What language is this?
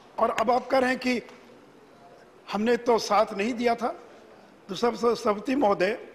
Hindi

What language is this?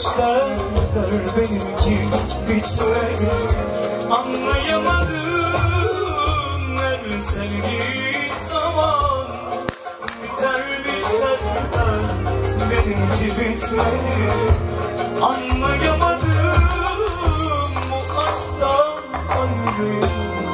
Turkish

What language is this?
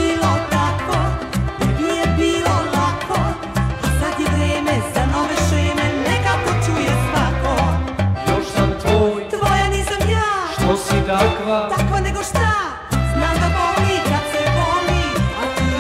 Serbian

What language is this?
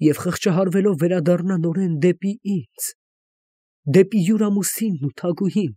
Armenian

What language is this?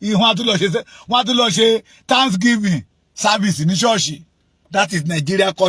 Yoruba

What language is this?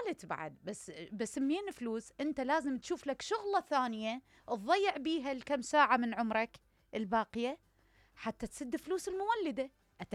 Mesopotamian Arabic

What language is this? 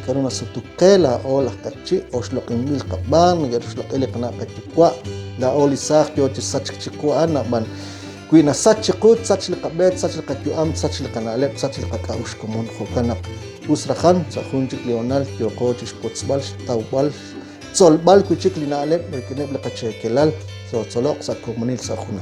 Kekchí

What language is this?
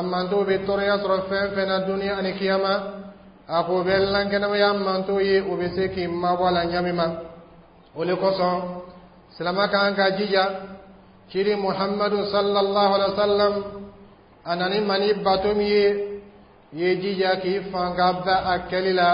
Dyula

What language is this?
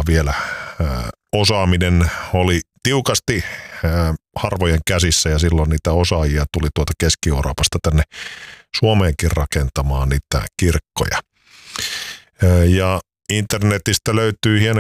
Finnish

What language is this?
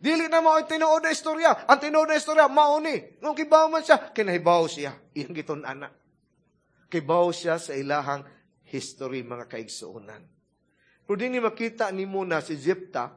Cebuano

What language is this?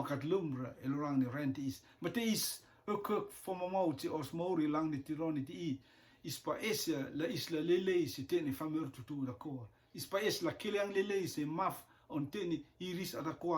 Rotuman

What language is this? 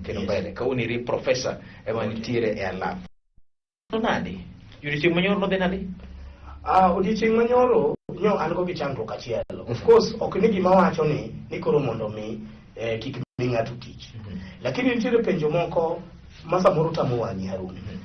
Luo (Kenya and Tanzania)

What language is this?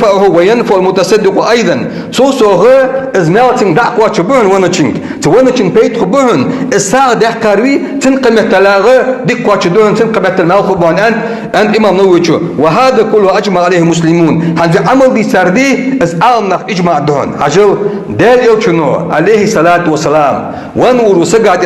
Ingush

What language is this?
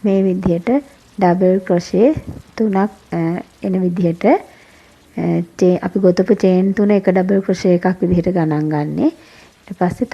Sinhala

